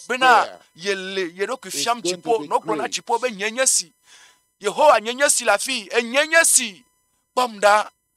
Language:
Ewe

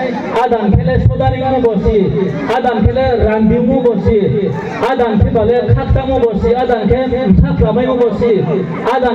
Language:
Riang (India)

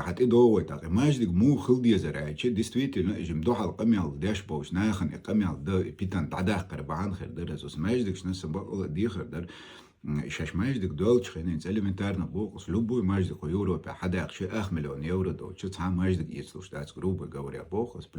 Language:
Chechen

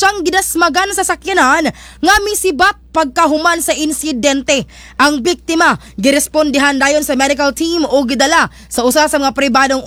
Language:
Cebuano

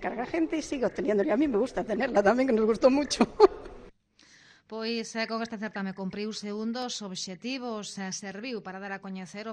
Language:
Galician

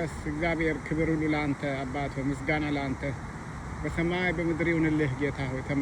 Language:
Amharic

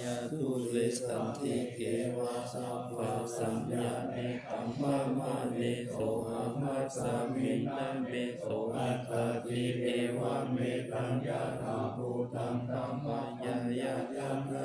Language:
Pali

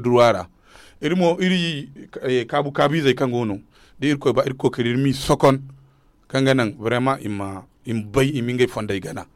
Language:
Zarma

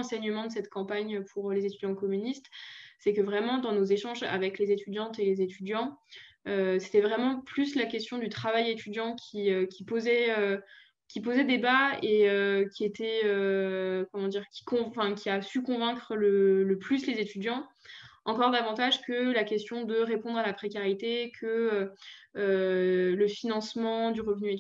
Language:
French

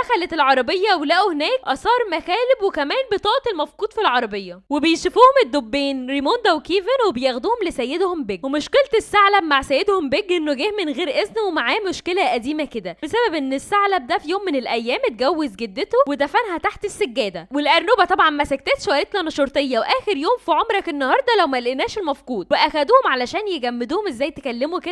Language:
Egyptian Arabic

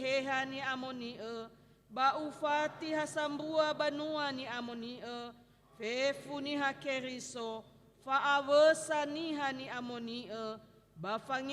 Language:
Nias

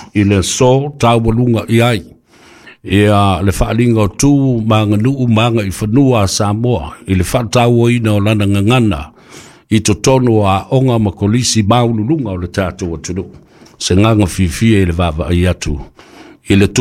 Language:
Samoan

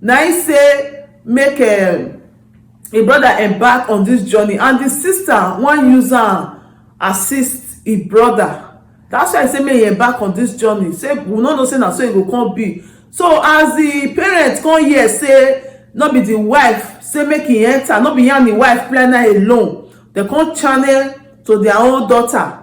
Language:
Nigerian Pidgin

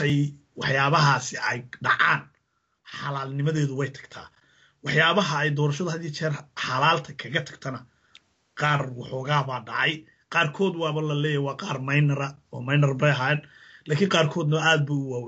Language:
Somali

